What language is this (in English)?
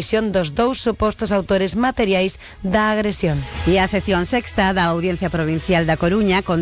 Galician